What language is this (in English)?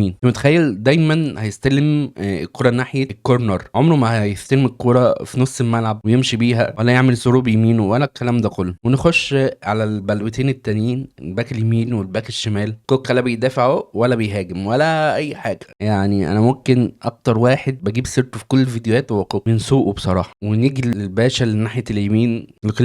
Egyptian Arabic